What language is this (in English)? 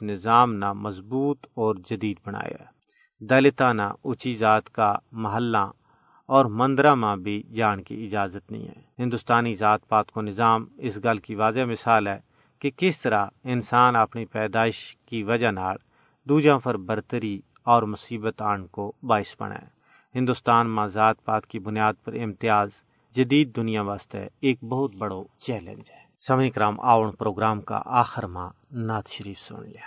Gujari